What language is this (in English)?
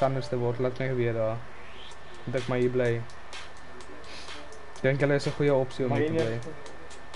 Afrikaans